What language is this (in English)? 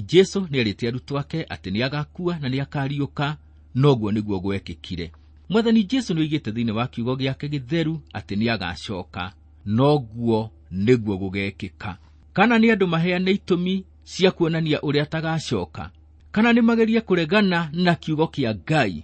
Kikuyu